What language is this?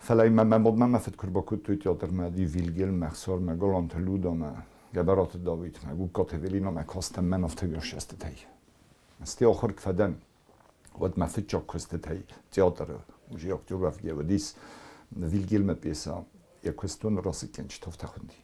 Ossetic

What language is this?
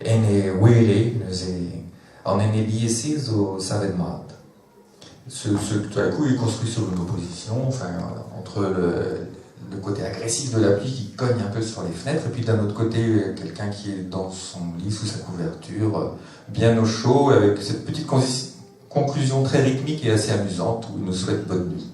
Breton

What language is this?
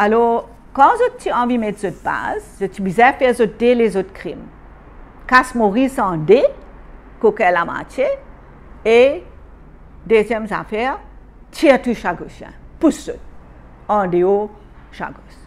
Morisyen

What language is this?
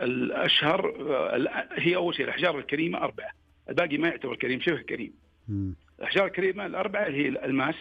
Najdi Arabic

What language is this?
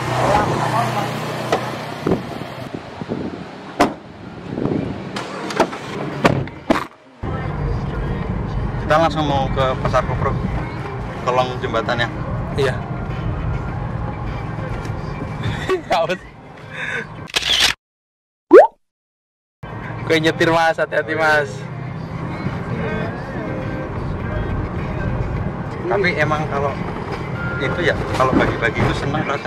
Indonesian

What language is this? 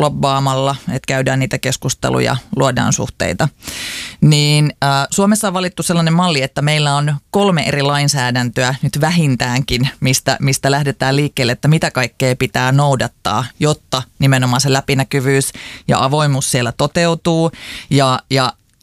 Finnish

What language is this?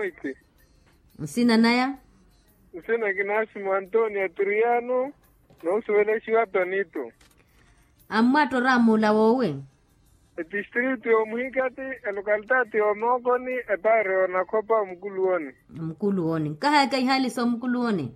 Makhuwa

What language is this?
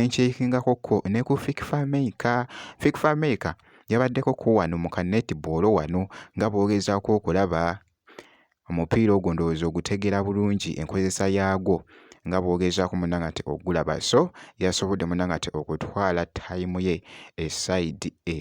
Ganda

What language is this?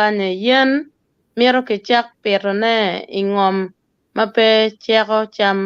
Acoli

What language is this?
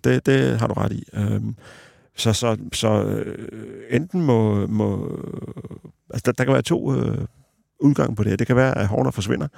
Danish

